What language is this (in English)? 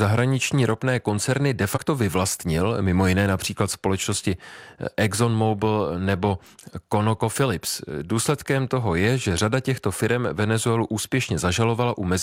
Czech